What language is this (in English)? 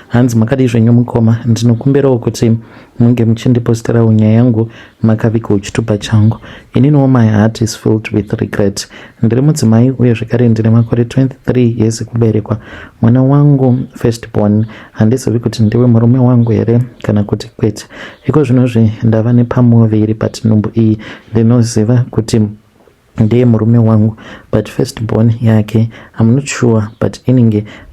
Shona